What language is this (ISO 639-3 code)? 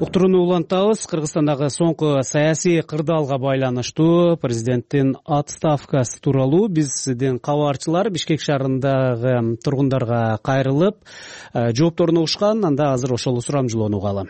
kir